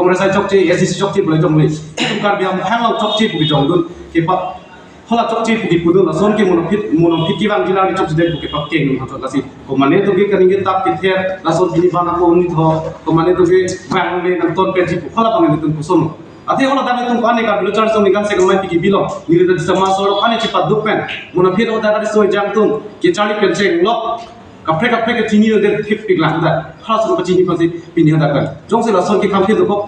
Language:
Karbi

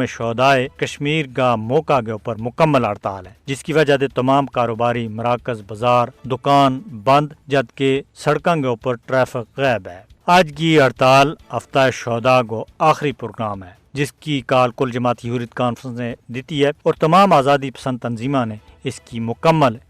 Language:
Gujari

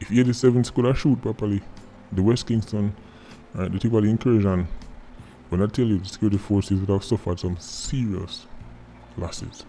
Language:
Jamaican Creole English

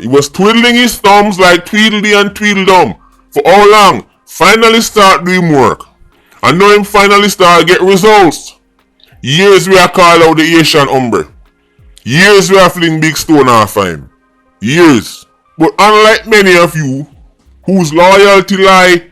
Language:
Jamaican Creole English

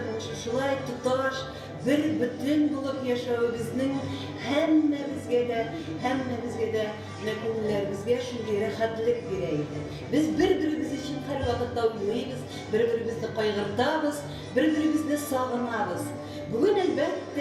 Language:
Bashkir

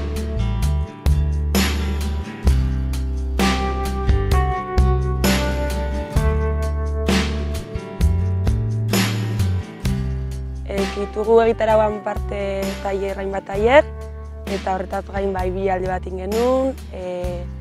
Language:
Basque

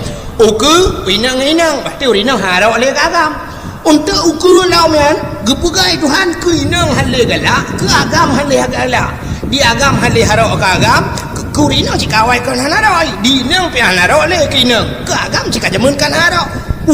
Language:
Achinese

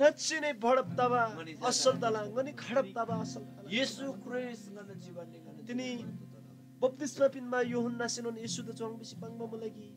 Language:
Eastern Tamang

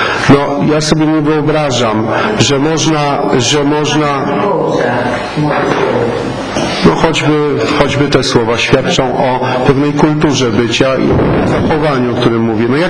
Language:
Polish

